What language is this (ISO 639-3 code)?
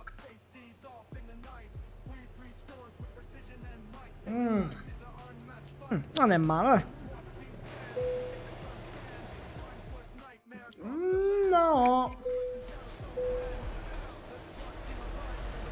ita